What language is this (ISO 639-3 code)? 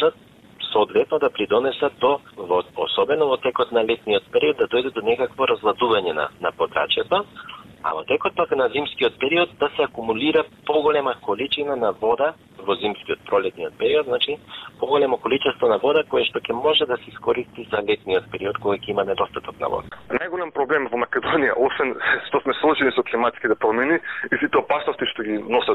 mkd